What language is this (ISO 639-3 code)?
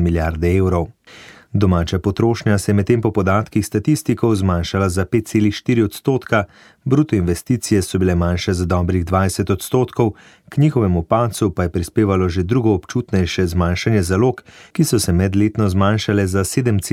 slv